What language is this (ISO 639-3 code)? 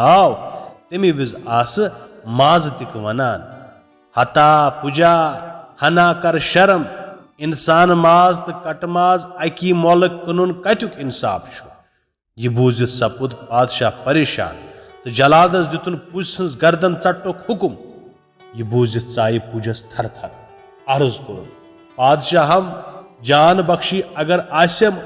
kas